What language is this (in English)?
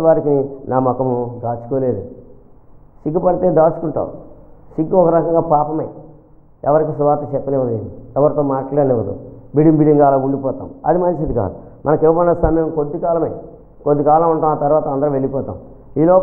Telugu